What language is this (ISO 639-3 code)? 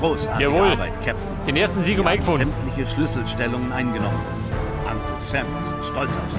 bar